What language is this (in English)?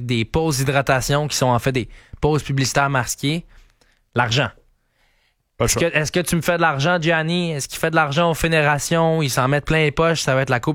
French